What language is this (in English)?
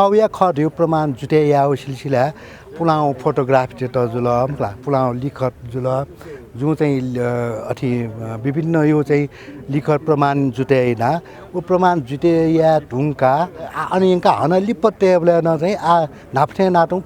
Newari